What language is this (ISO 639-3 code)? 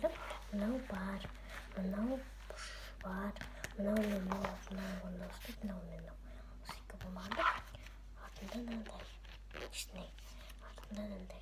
kaz